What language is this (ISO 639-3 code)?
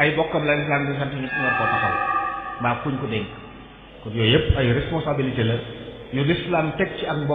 wol